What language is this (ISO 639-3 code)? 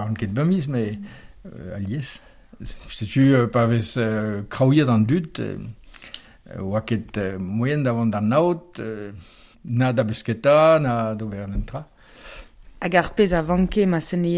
bre